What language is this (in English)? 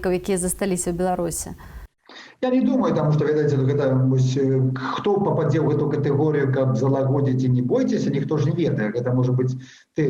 Belarusian